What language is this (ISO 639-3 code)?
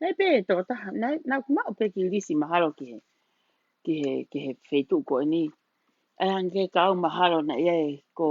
ton